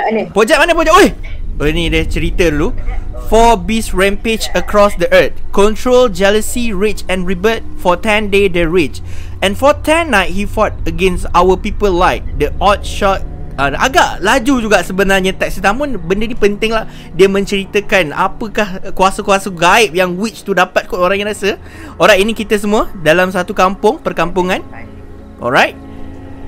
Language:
Malay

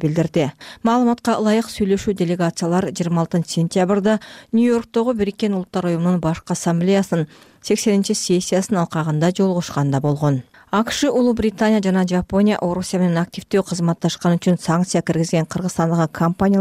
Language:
Kyrgyz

